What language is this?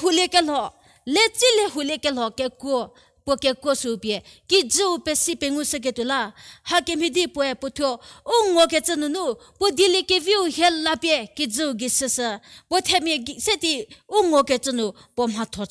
Angami Naga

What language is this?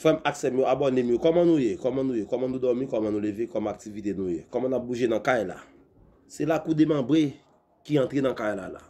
Haitian Creole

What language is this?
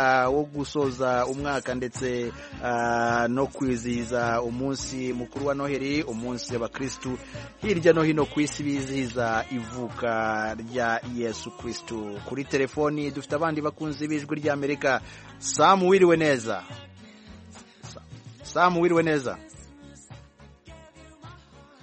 Kinyarwanda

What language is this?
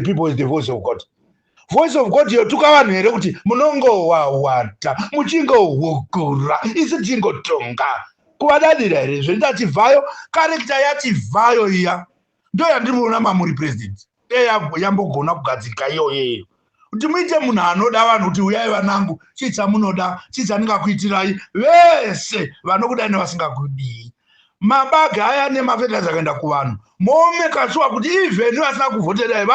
Shona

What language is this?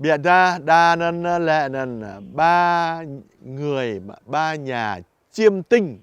Jarai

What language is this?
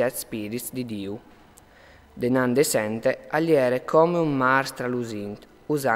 Friulian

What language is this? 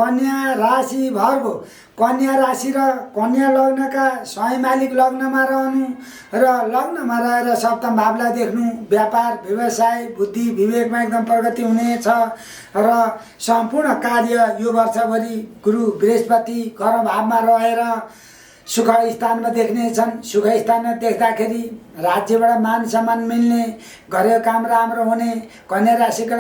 Nepali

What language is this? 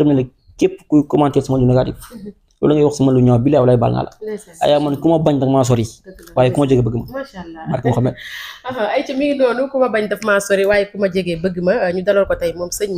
Wolof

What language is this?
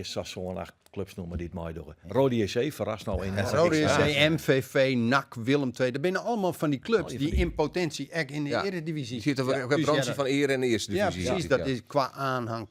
Western Frisian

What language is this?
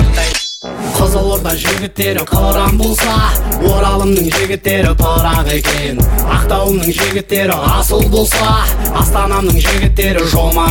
Kazakh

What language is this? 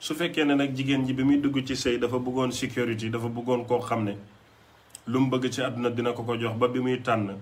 Wolof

